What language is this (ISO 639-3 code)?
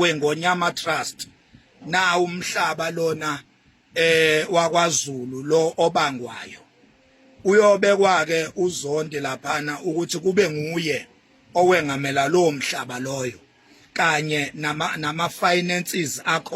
zul